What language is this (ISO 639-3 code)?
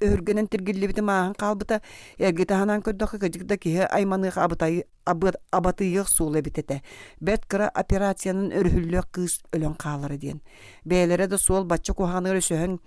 sah